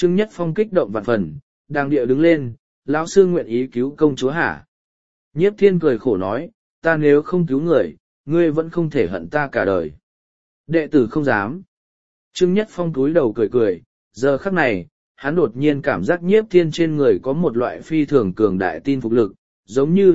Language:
Vietnamese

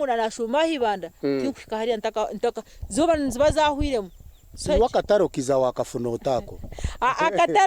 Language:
Nyankole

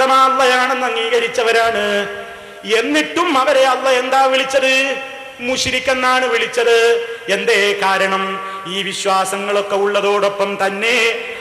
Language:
Malayalam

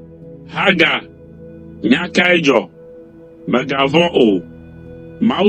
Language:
Ewe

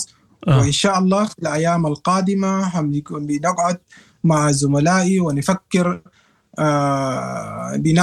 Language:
Sudanese Arabic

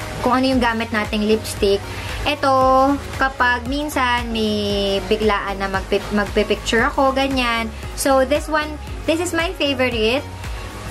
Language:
Filipino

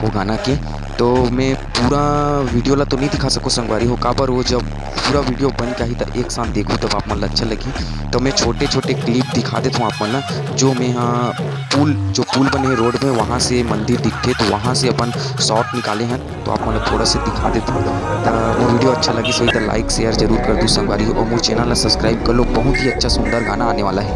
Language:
Chhattisgarhi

